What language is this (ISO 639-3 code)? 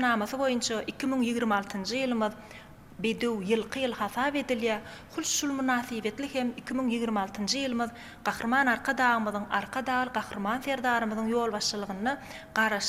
tuk